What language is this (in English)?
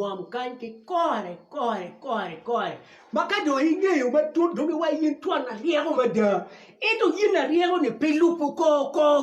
Acoli